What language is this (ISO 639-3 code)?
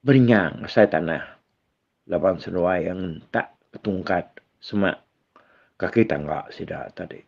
iba